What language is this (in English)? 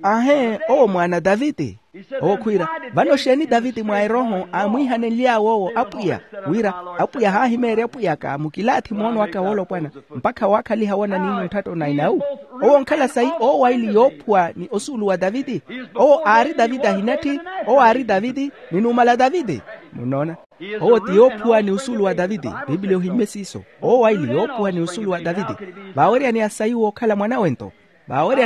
Makhuwa